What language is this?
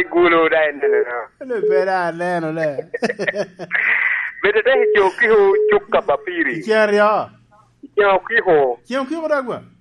Lango (Uganda)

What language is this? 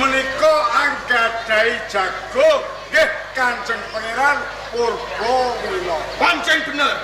Javanese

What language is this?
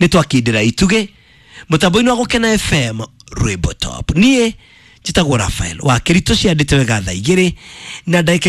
Kikuyu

